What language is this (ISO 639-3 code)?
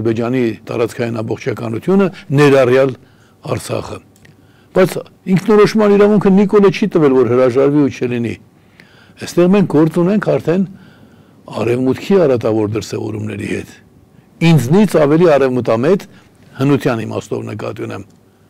hye